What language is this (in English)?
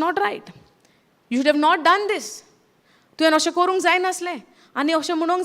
Konkani